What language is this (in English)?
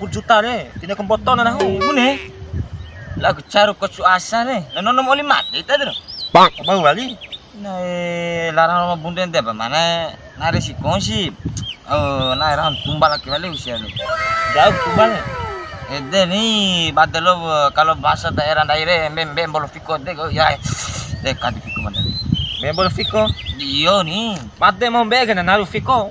Bima